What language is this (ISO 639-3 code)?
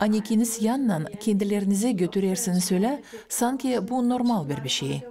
gag